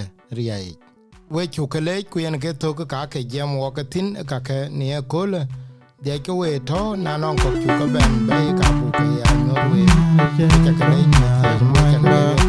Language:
Dinka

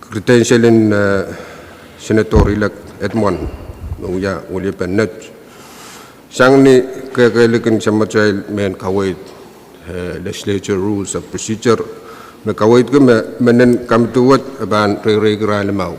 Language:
Pohnpeian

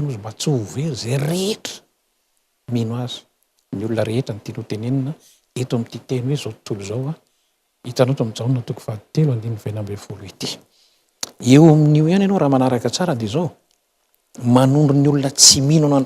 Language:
Malagasy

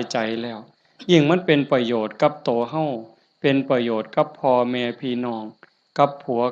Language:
Northeastern Thai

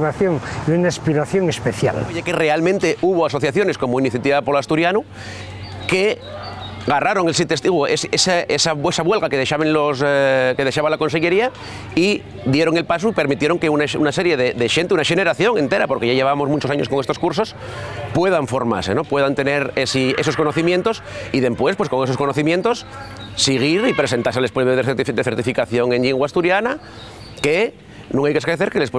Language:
Asturian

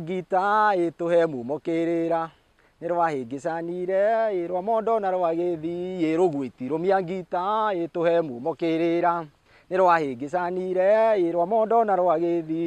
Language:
Kikuyu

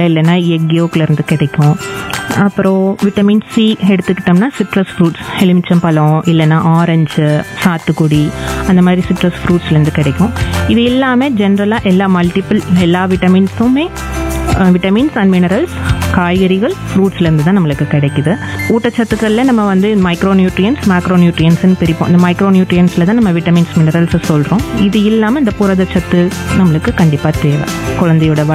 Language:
Tamil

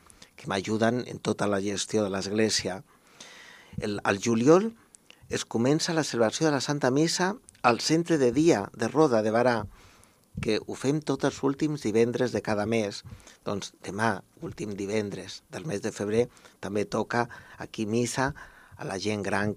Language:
Catalan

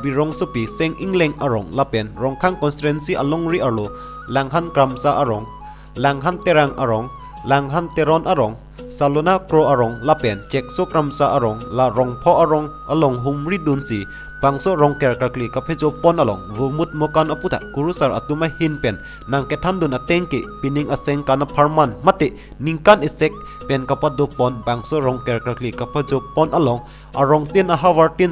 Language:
Karbi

